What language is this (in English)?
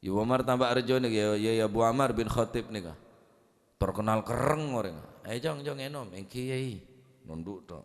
Madurese